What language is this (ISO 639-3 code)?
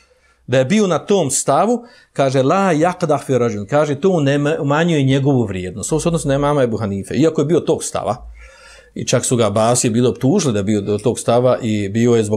bos